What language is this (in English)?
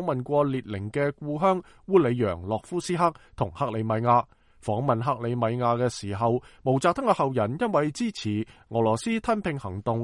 Cantonese